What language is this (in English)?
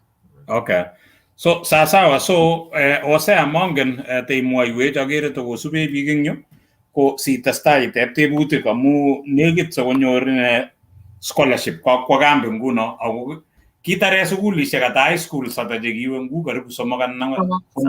Kalenjin